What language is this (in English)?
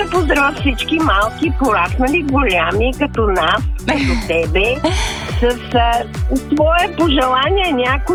Bulgarian